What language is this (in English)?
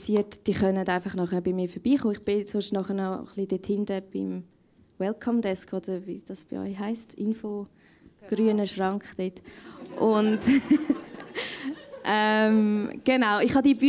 Swiss German